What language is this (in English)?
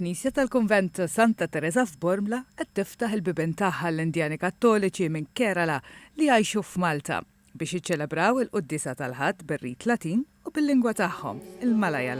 Maltese